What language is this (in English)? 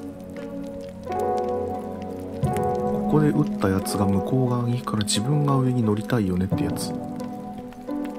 Japanese